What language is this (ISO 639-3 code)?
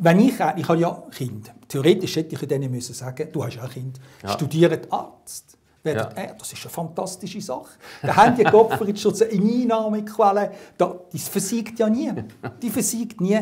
gsw